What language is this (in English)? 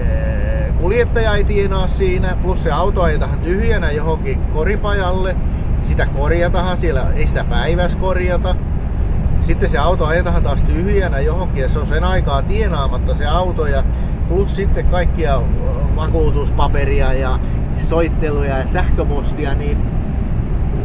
Finnish